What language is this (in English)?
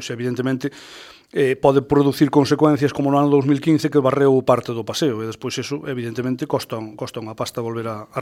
Galician